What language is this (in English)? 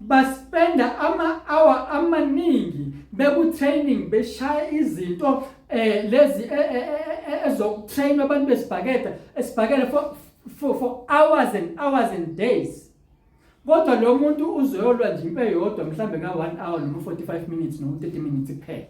Zulu